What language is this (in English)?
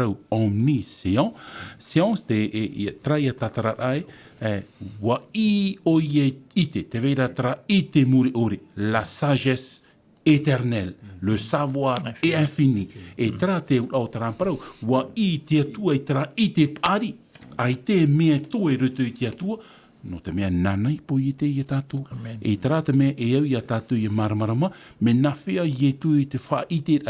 Tahitian